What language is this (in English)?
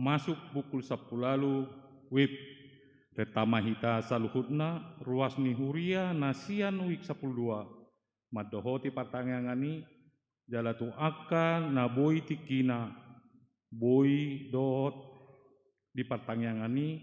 Batak Toba